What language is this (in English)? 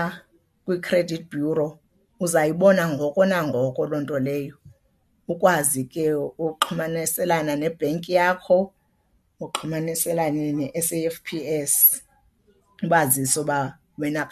Xhosa